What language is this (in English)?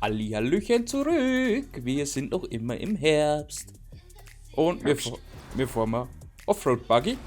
Bavarian